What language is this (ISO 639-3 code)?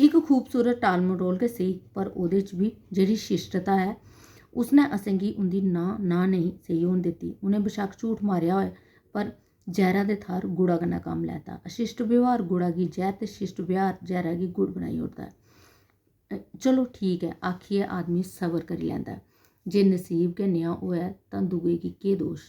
doi